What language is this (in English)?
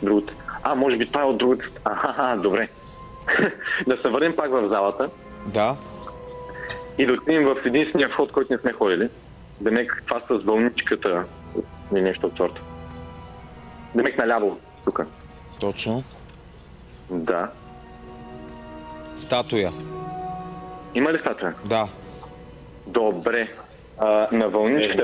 Bulgarian